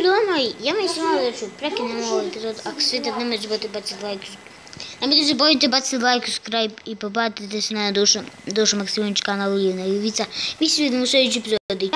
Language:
Bosnian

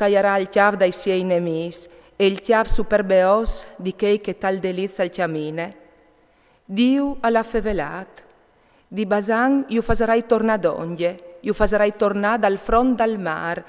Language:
Friulian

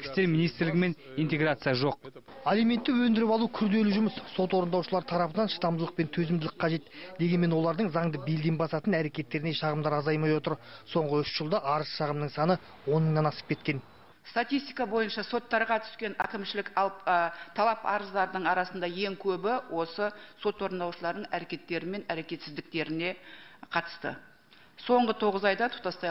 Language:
Kazakh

